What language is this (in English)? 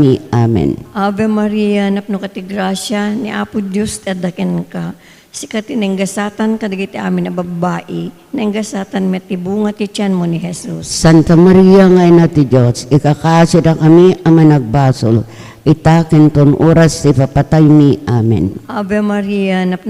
Iloko